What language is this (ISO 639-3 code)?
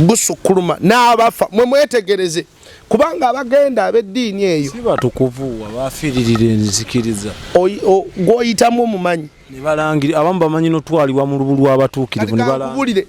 lug